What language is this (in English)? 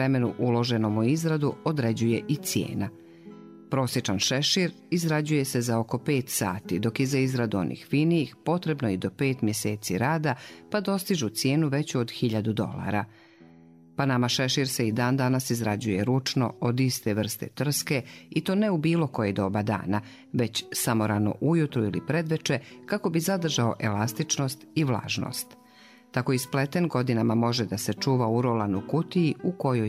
Bosnian